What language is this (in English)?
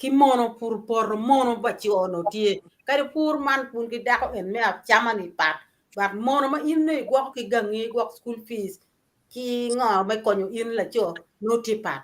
Acoli